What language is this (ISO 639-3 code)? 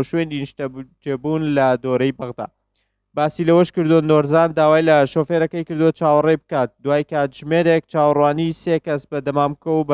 ckb